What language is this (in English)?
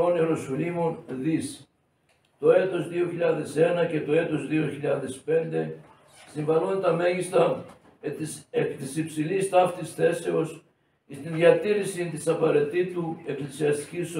Greek